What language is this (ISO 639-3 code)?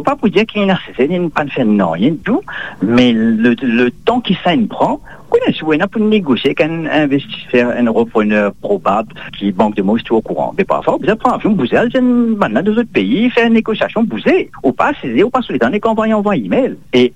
mfe